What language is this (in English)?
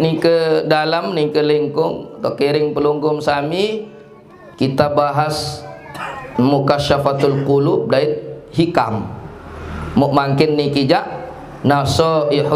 Sasak